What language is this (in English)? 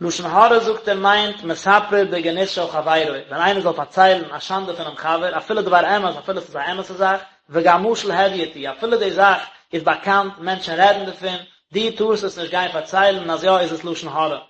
Yiddish